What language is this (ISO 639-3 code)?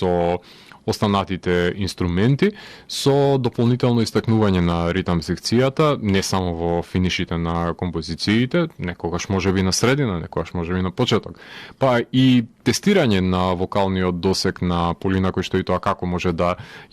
mkd